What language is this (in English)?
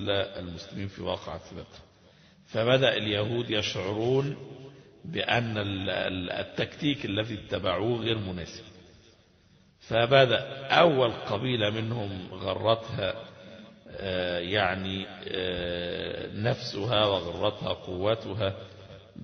Arabic